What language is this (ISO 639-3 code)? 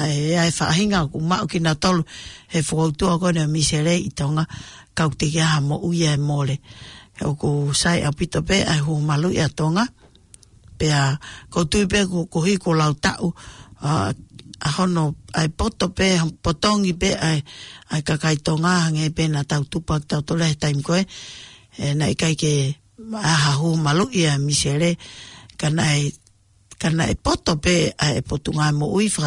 ton